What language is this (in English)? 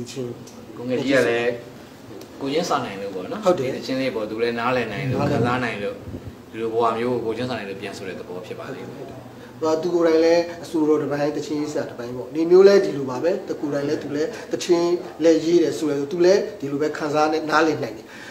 Burmese